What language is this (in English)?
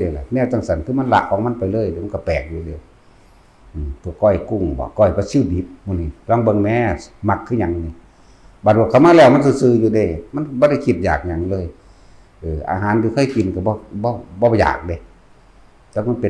Northeastern Thai